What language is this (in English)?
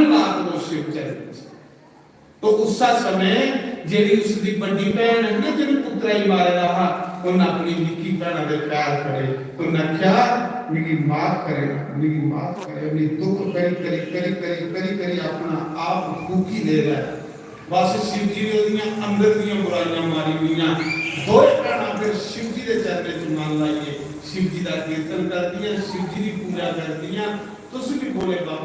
Dogri